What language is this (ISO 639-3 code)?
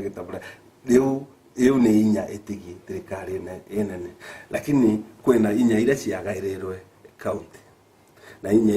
mer